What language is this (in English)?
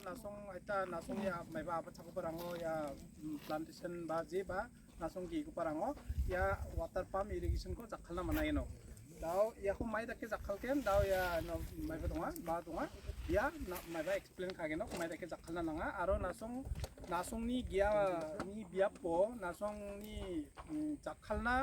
Khasi